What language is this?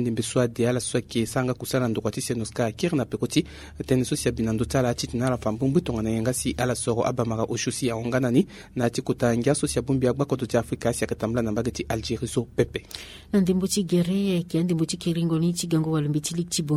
Sango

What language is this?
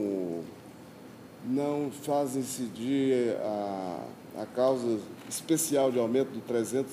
Portuguese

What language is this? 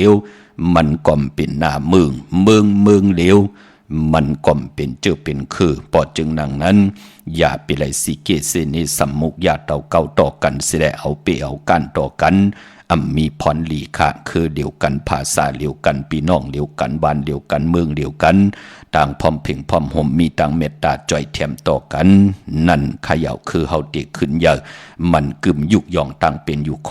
Shan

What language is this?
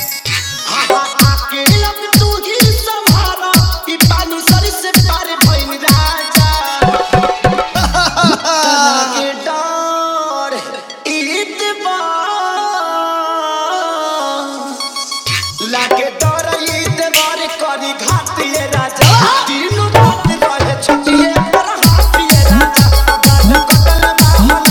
Bhojpuri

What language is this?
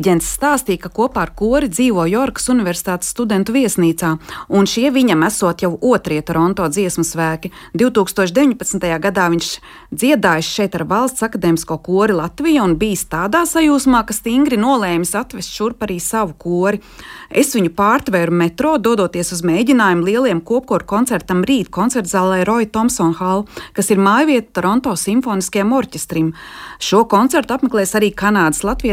Latvian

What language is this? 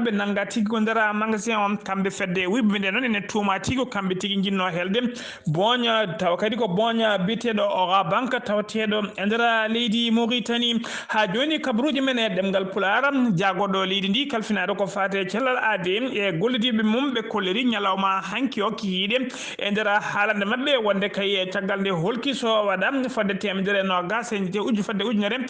Fula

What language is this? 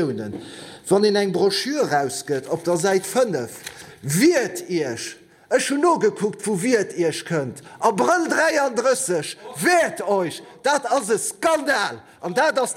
Luxembourgish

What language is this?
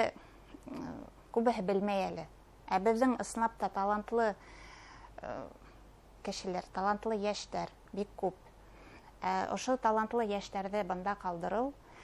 Bashkir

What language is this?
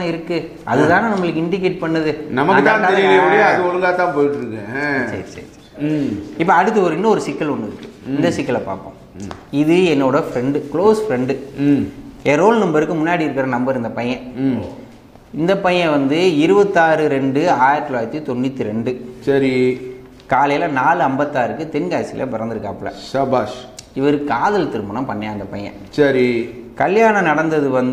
Tamil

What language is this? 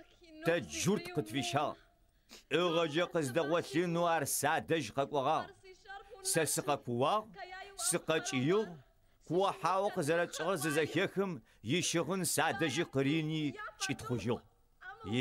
Adyghe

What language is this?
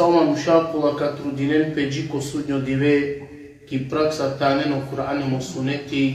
Balkan Romani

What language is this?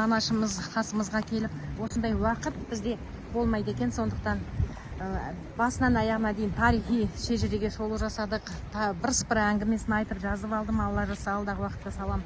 Kazakh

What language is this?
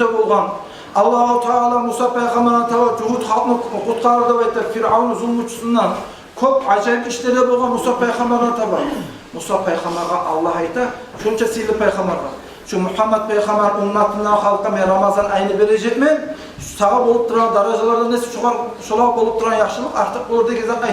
Kumyk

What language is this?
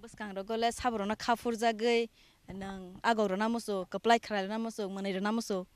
Kok Borok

